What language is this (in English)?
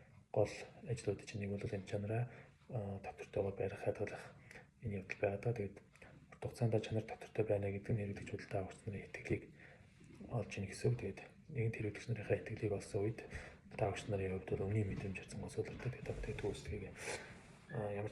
Mongolian